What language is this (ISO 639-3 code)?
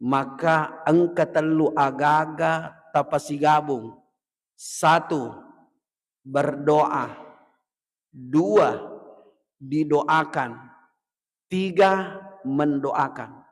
bug